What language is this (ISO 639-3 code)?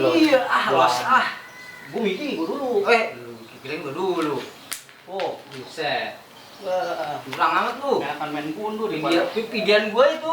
bew